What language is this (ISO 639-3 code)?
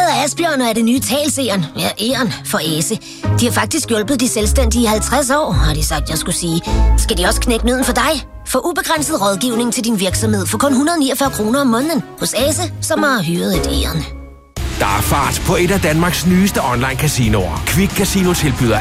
dan